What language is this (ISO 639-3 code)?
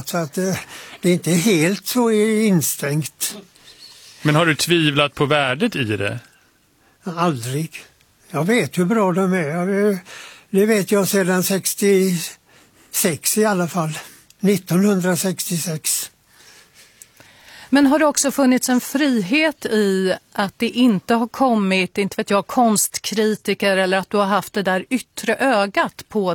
swe